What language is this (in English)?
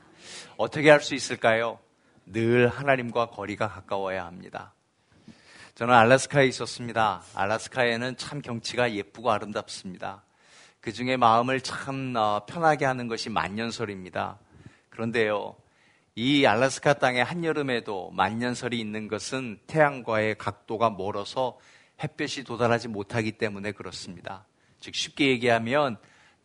Korean